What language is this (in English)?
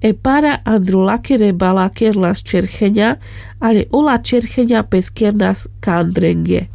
Carpathian Romani